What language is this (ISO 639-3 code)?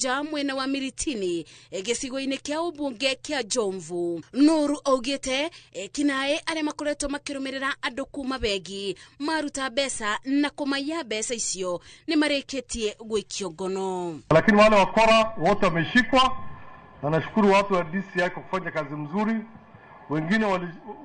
kik